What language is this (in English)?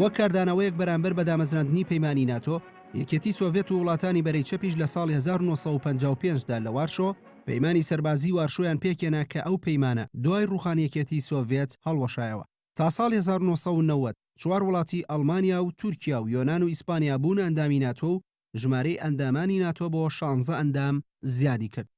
Central Kurdish